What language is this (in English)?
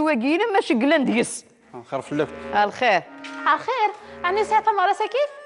Kabyle